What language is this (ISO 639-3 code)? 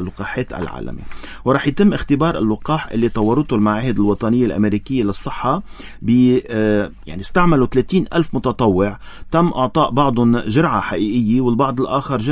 apc